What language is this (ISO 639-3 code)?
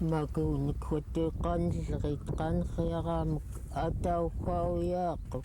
esu